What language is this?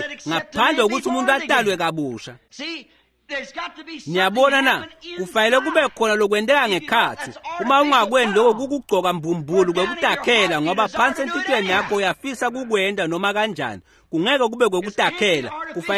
Swati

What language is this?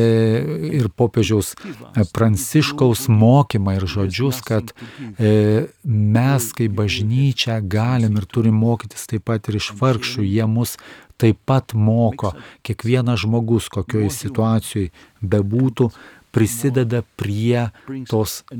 Lithuanian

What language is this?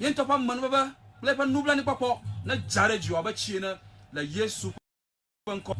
Ewe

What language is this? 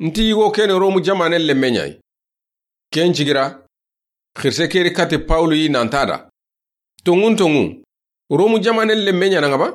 Soninke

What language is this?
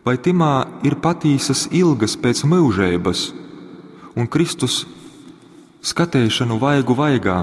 Latgalian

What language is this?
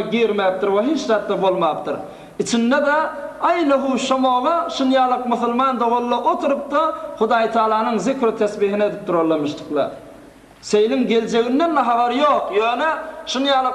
Turkmen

